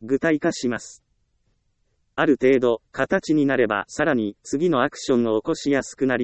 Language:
Japanese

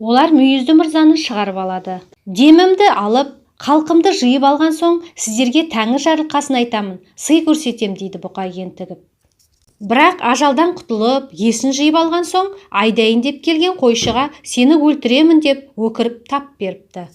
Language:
Kazakh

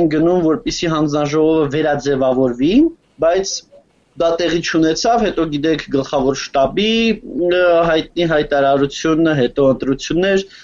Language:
Armenian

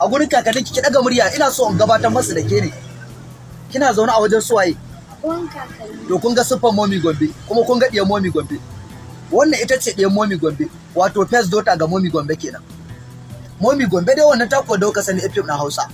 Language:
Hausa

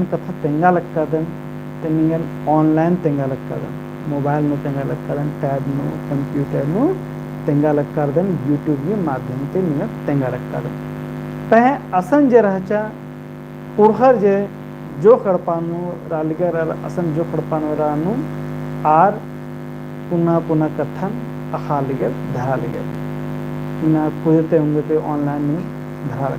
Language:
Kurukh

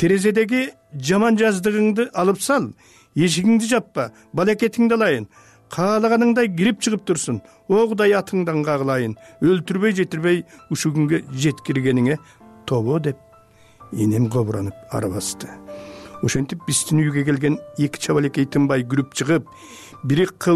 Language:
Kyrgyz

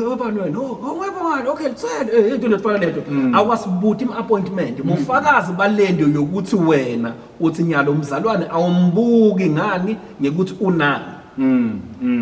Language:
Zulu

